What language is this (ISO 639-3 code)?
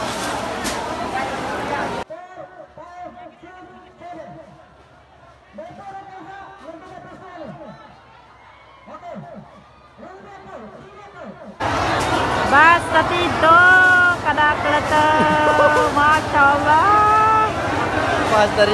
fil